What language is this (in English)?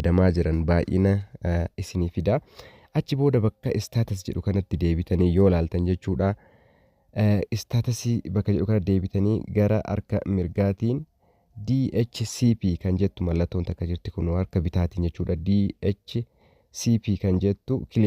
Oromo